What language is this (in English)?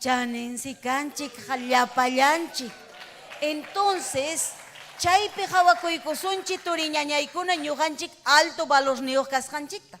Ayacucho Quechua